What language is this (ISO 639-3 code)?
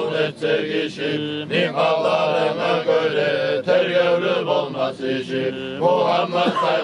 kum